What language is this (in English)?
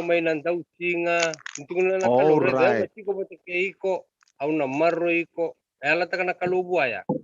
Fijian